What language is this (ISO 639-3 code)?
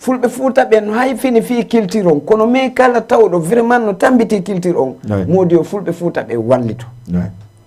ful